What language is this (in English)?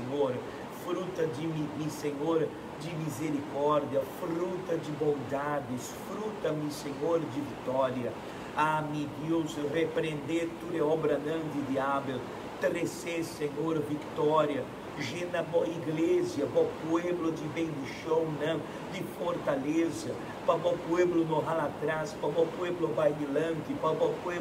Papiamento